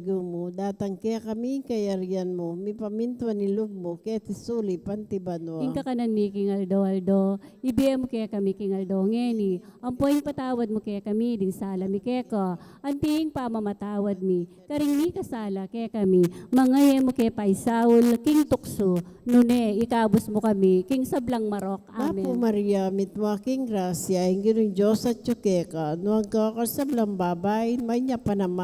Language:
Pampanga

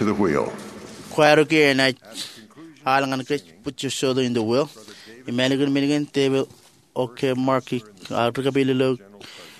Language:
Marshallese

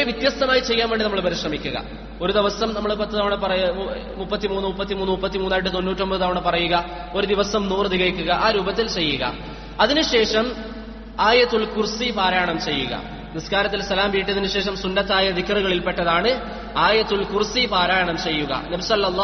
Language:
Malayalam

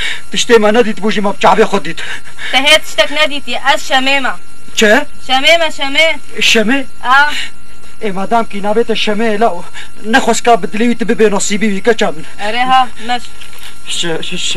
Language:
Kurdish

